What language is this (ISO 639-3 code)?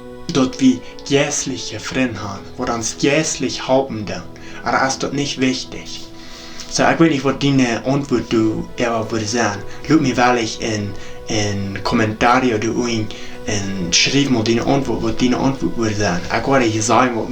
pdt